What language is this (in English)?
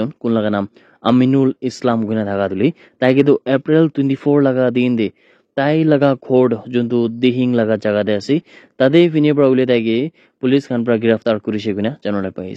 Naga Pidgin